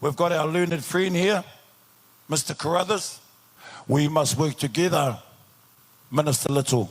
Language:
Māori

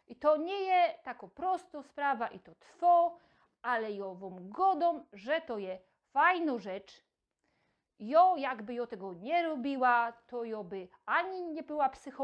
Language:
Silesian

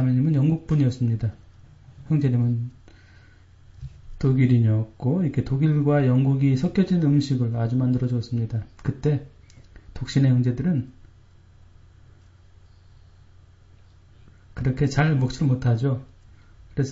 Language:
Korean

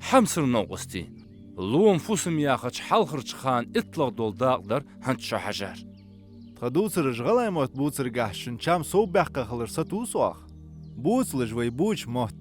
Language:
Ingush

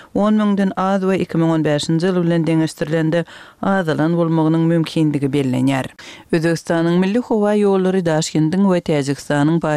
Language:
Turkmen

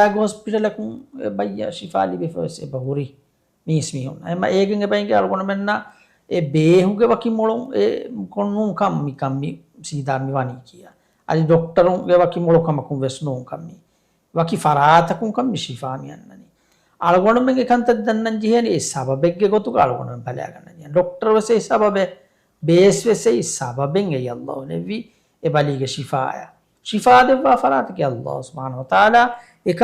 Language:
Divehi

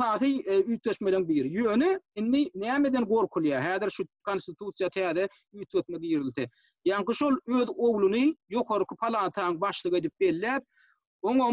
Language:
Turkmen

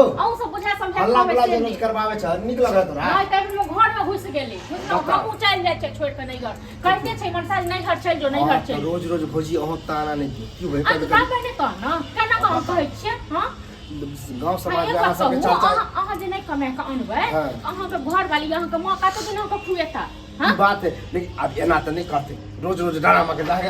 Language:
Maithili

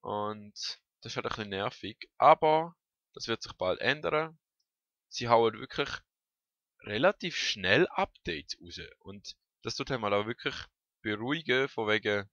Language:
Swiss German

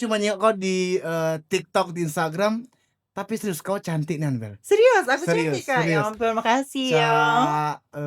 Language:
Musi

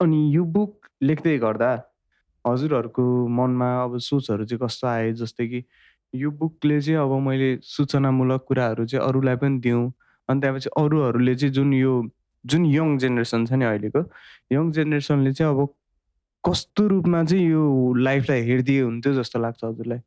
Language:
Nepali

